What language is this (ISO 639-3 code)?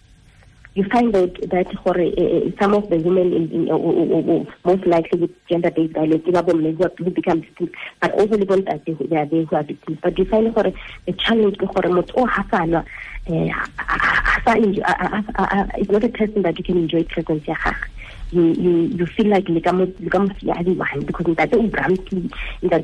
tsn